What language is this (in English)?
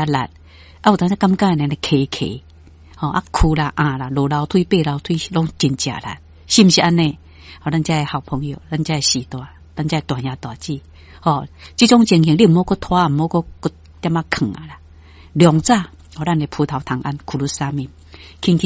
Min Nan Chinese